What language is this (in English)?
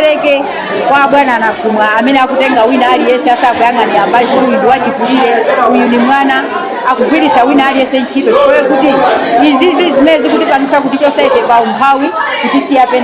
Nyanja